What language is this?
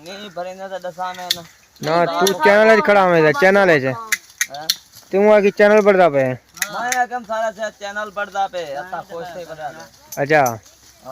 Saraiki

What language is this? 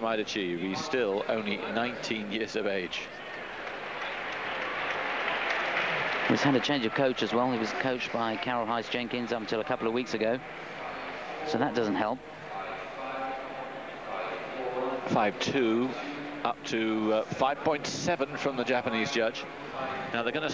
English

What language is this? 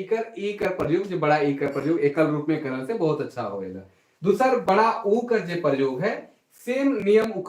Sadri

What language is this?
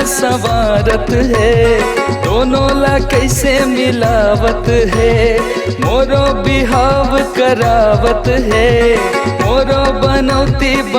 Chhattisgarhi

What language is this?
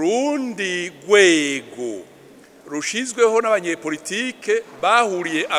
Rundi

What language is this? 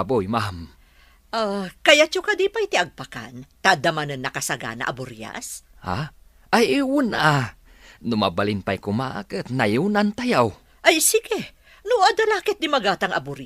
Iloko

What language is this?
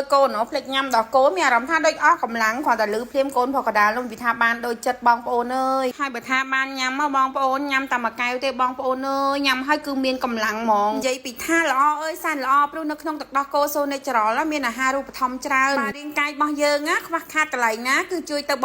Khmer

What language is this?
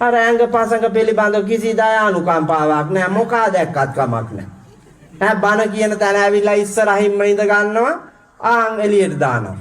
Sinhala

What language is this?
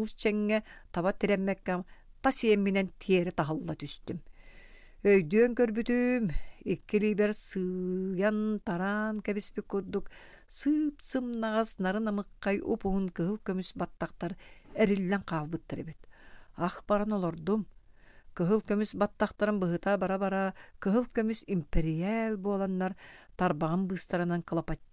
Yakut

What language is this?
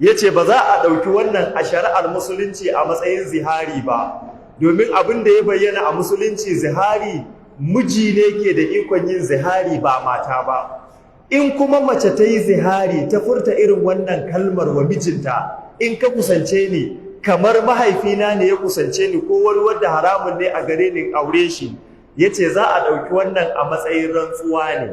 Hausa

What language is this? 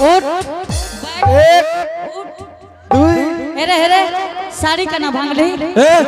Angika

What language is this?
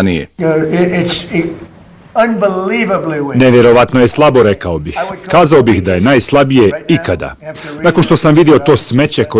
Bosnian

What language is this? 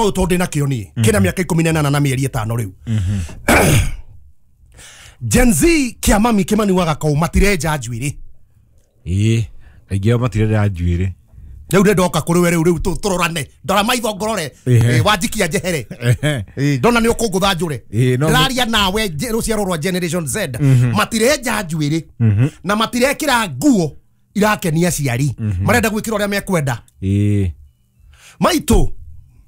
Kikuyu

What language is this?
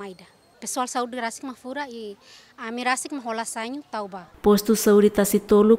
Tetum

